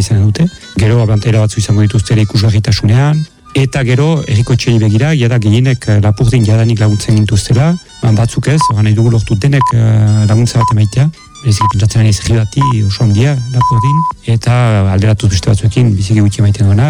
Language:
Basque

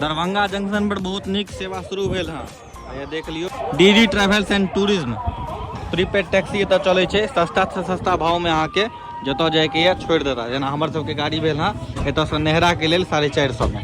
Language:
Maithili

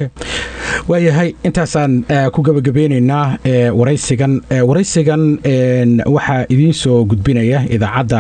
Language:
Somali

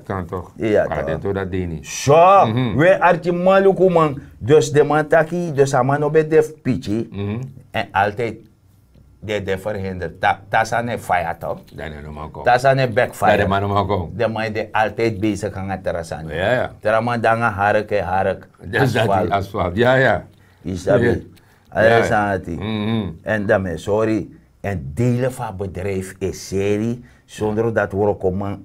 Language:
Sranan Tongo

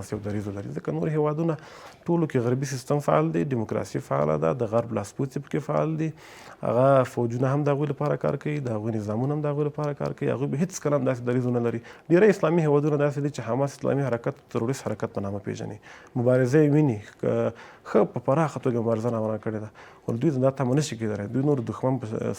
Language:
Pashto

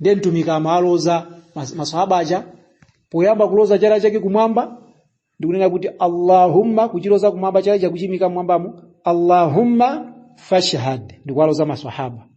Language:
Nyanja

